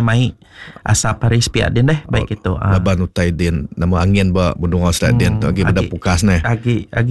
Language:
Iban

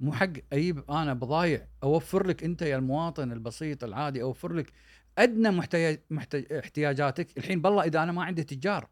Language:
Gulf Arabic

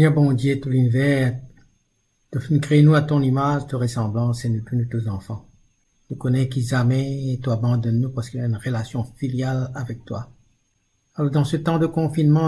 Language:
Morisyen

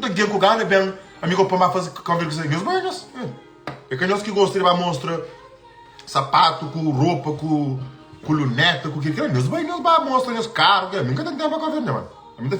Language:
Kabuverdianu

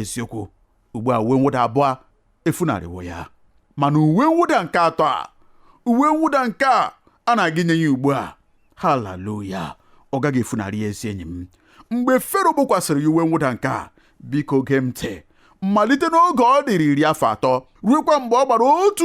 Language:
Igbo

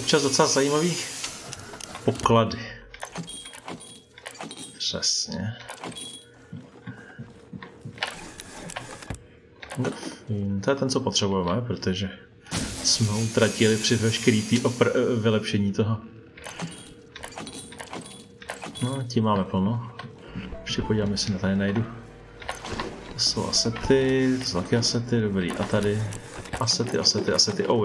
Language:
Czech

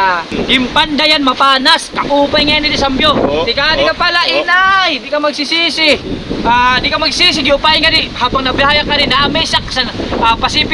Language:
Waray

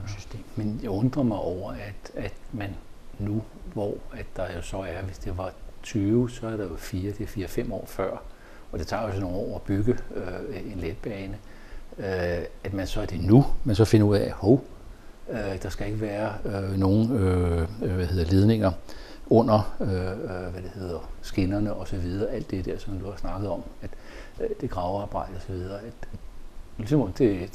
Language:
Danish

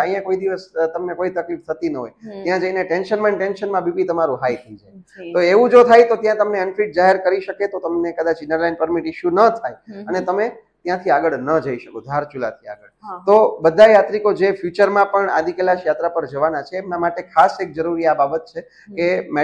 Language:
Gujarati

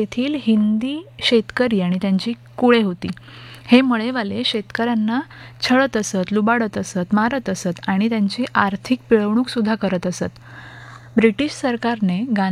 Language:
Marathi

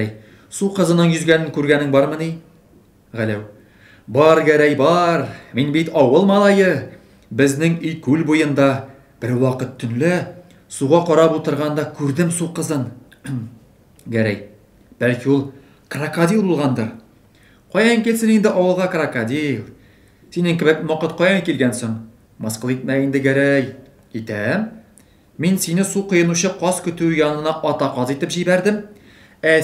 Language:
Tatar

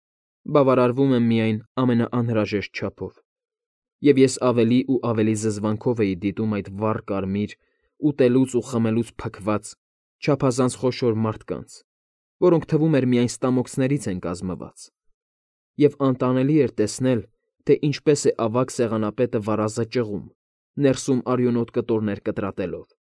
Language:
Armenian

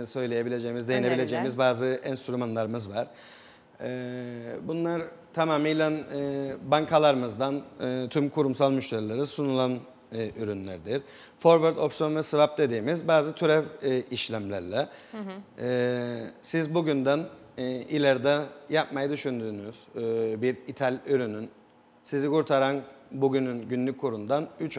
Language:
Turkish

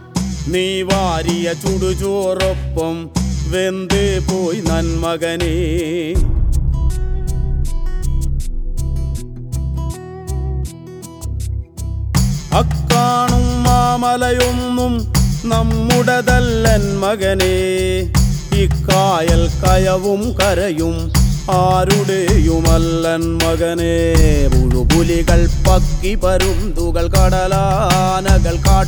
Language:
Malayalam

